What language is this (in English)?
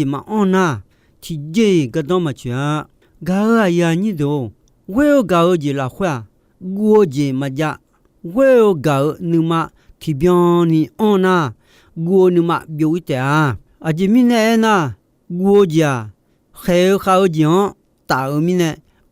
Akha